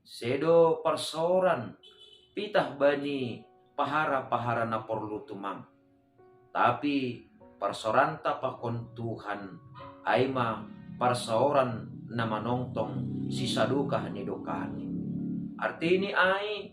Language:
Batak Simalungun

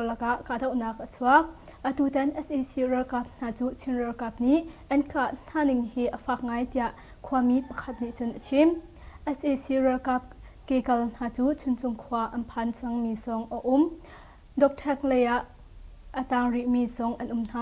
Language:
Hakha Chin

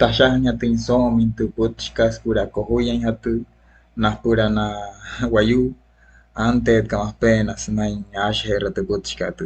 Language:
Wayuu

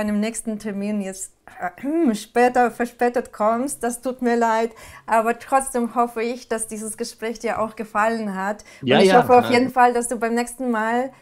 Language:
German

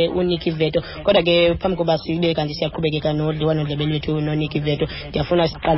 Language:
Xhosa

